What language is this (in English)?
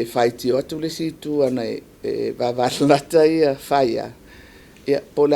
Samoan